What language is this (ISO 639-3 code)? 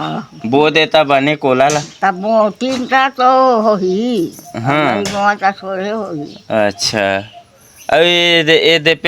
hne